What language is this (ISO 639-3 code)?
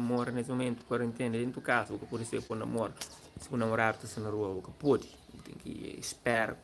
kea